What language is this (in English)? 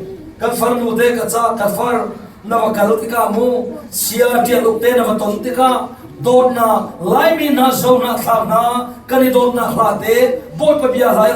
Falam Chin